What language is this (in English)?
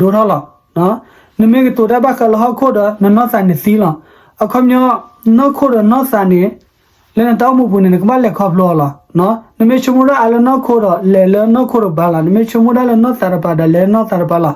S'gaw Karen